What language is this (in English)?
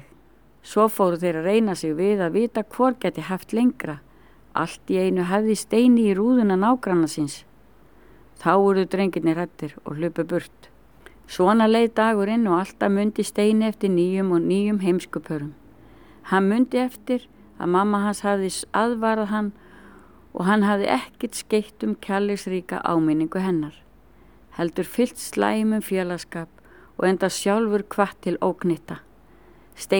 Icelandic